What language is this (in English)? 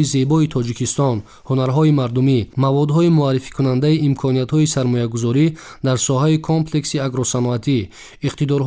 Tajik